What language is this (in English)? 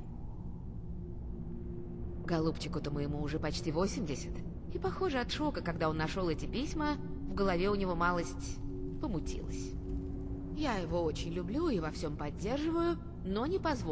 Russian